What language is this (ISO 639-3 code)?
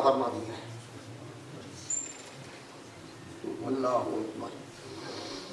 urd